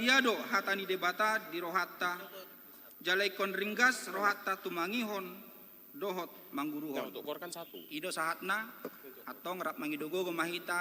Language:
Batak Toba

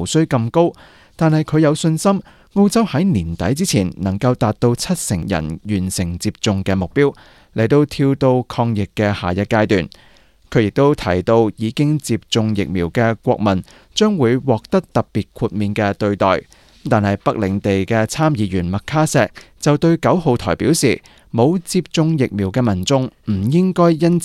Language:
Cantonese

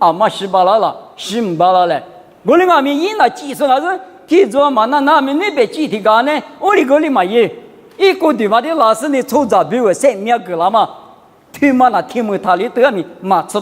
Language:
Lisu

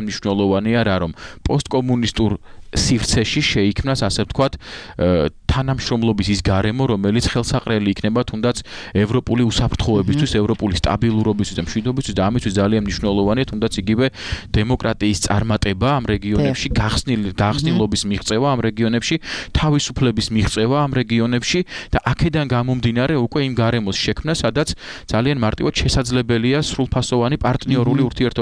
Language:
Georgian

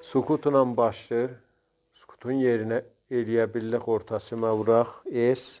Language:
South Azerbaijani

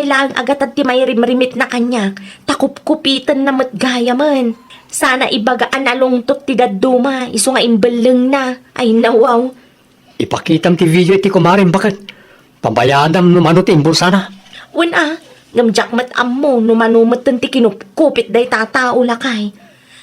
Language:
Iloko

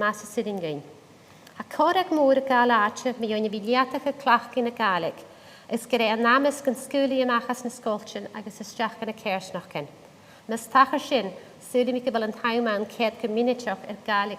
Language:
Scottish Gaelic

